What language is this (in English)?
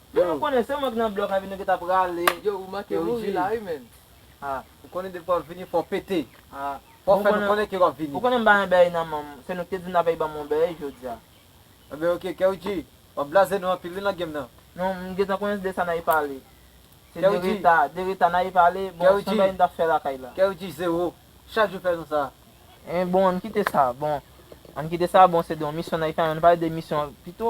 Haitian Creole